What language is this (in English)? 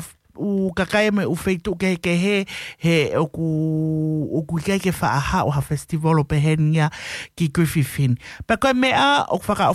Tongan